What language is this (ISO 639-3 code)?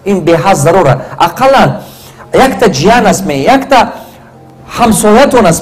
tgk